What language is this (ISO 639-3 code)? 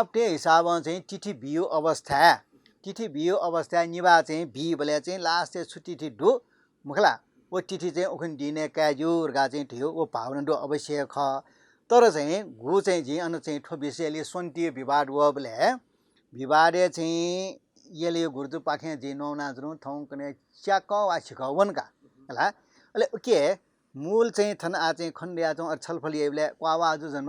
new